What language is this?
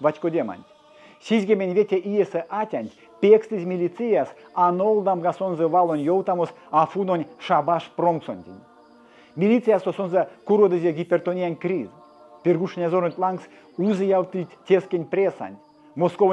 Erzya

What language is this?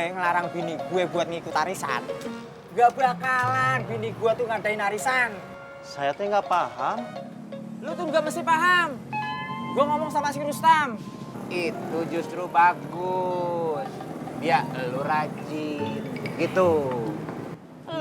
Betawi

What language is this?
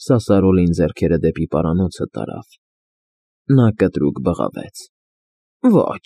Armenian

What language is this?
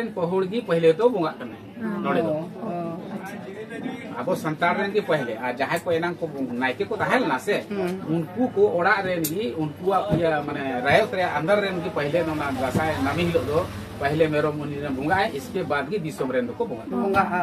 Santali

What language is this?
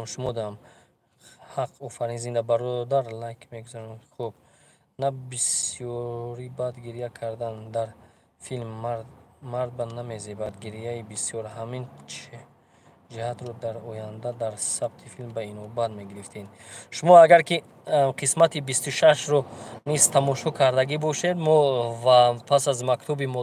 Tajik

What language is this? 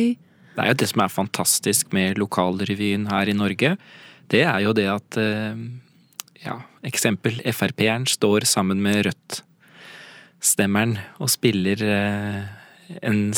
Norwegian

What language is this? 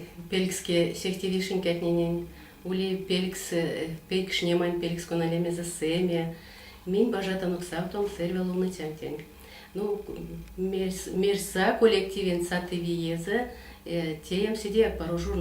Erzya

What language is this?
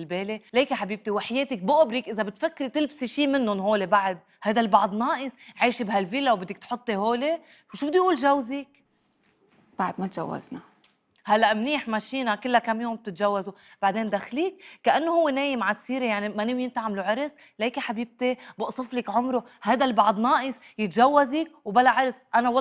North Levantine Arabic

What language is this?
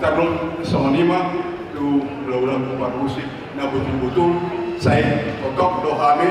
Batak Toba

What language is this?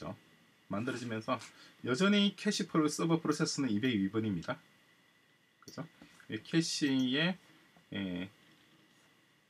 Korean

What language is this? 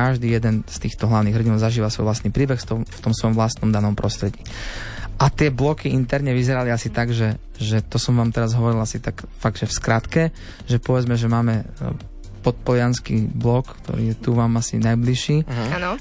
Slovak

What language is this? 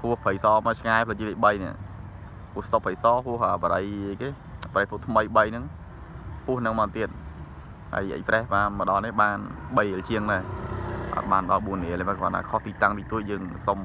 Khmer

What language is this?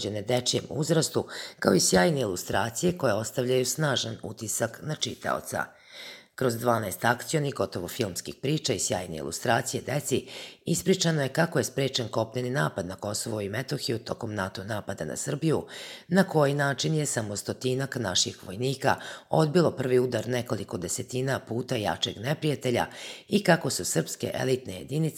Serbian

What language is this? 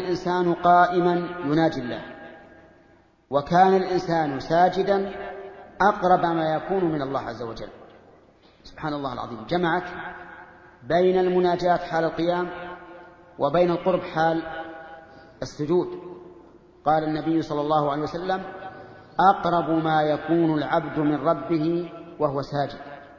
Arabic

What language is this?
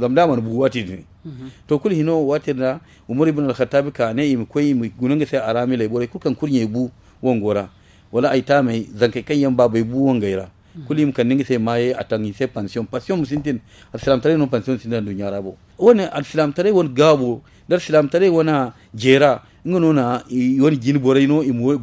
Zarma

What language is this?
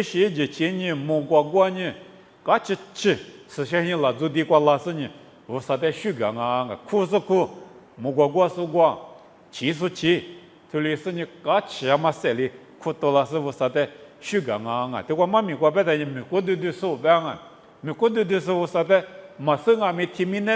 Lisu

